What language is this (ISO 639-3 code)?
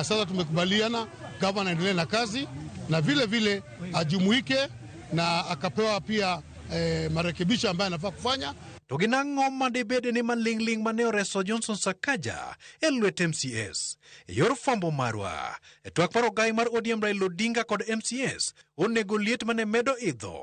luo